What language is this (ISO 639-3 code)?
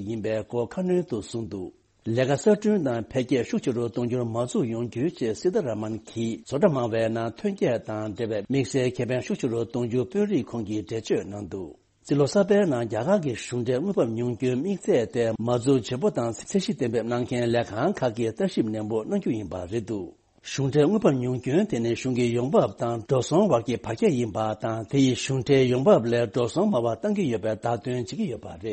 bod